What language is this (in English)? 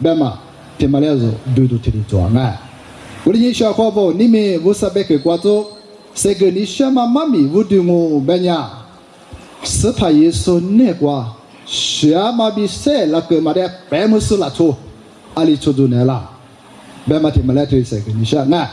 Lisu